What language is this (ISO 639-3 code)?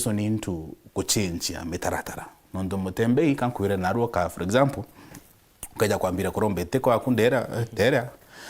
mer